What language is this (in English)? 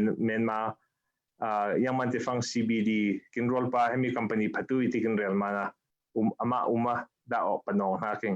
Falam Chin